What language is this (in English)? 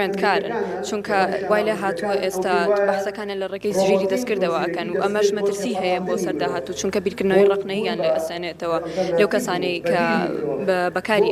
Central Kurdish